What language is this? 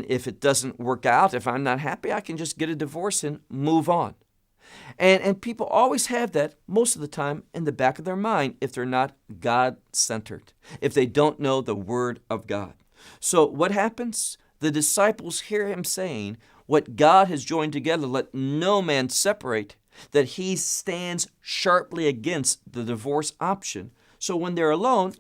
English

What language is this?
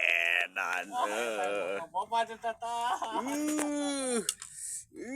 Sundanese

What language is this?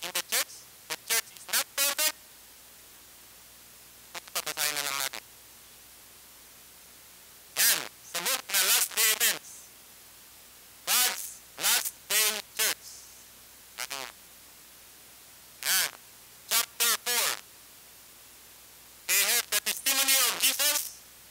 Filipino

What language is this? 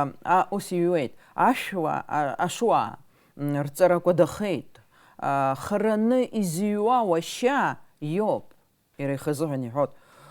Abkhazian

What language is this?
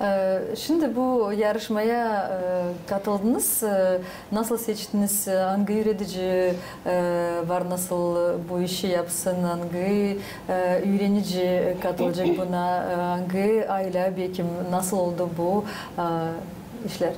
Gagauz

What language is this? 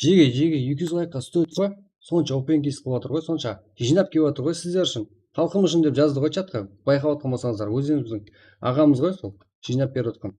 Kara-Kalpak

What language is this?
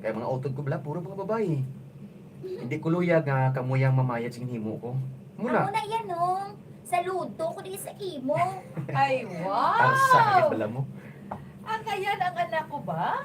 Hiligaynon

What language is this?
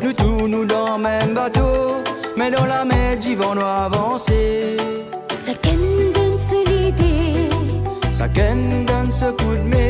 Morisyen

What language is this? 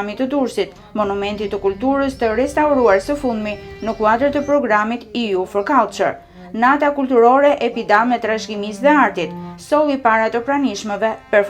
Albanian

